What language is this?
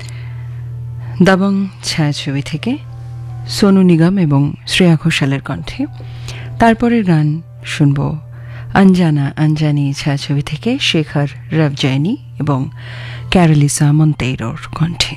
Bangla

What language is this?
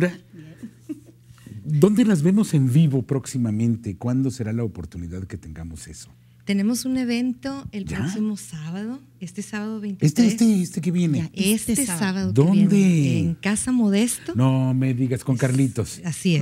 Spanish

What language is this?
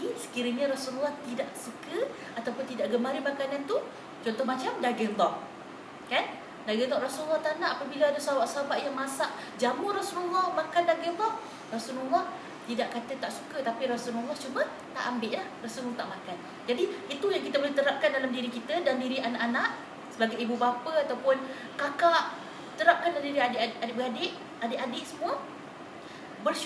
Malay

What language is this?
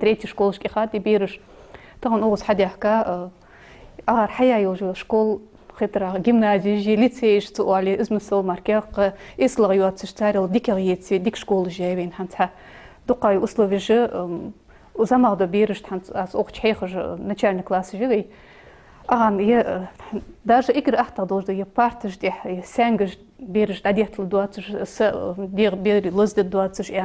Ingush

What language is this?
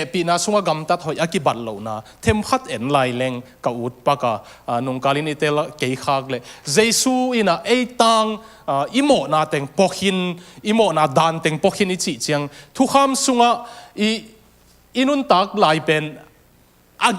Tedim Chin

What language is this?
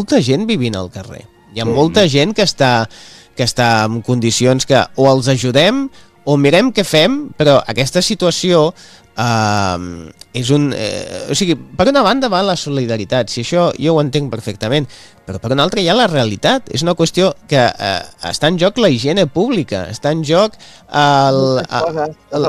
Catalan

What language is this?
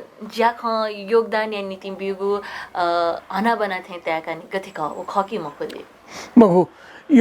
Newari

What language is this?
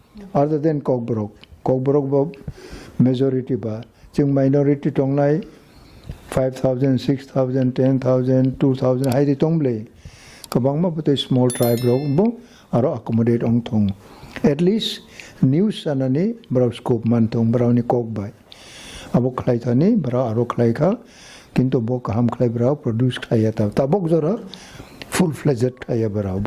Kok Borok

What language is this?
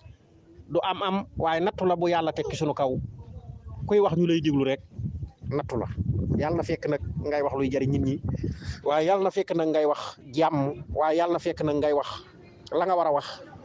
Wolof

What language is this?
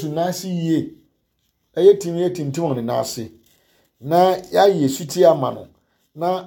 Akan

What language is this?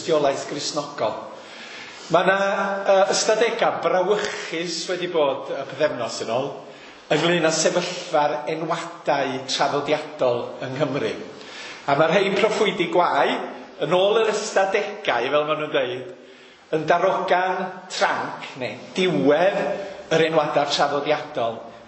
Welsh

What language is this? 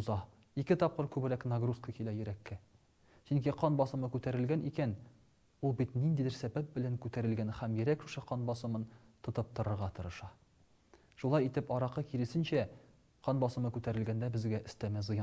Tatar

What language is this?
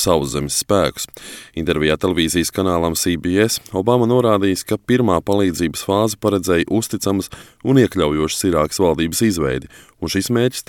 Latvian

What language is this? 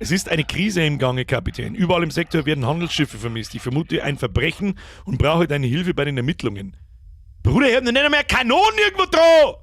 Bavarian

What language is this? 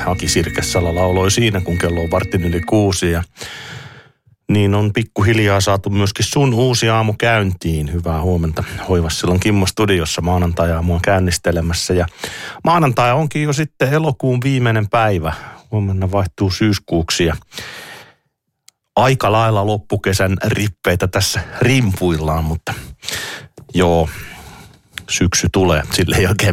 Finnish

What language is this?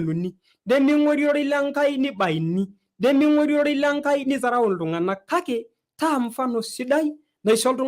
Masai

